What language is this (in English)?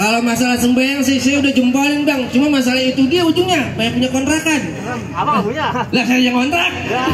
Betawi